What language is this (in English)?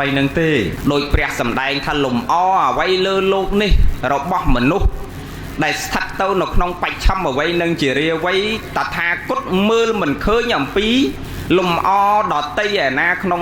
Khmer